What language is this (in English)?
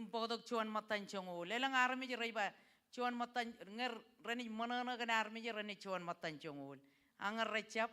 Marshallese